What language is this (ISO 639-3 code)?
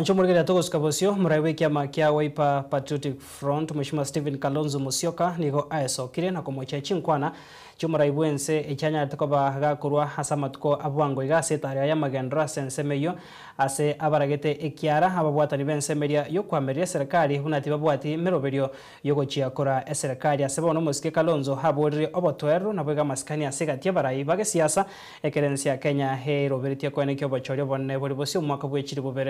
guz